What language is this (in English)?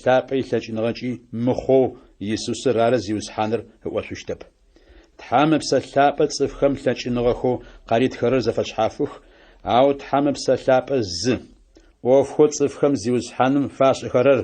Adyghe